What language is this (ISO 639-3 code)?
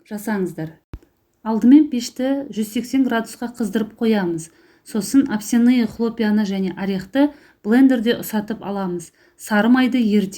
kaz